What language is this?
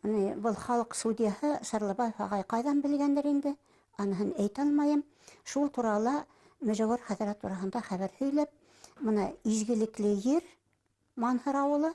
Bashkir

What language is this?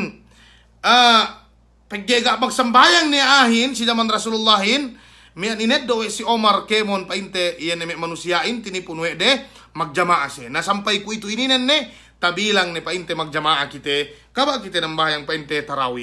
Yakan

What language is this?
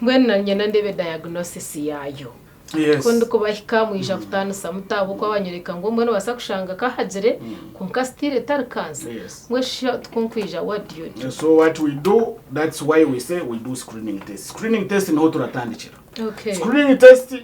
Nyankole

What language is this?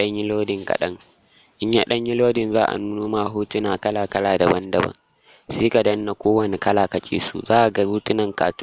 Hausa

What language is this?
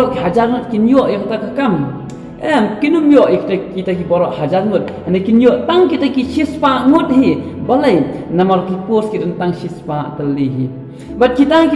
Khasi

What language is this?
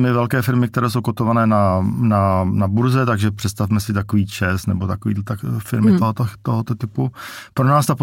Czech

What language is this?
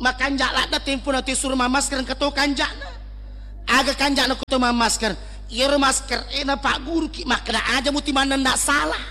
Buginese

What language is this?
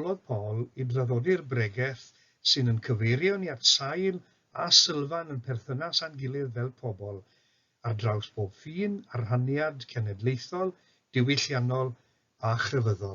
Welsh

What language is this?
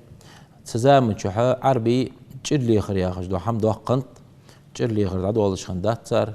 Ingush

